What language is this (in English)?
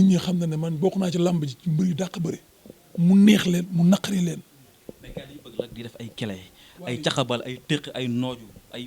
Wolof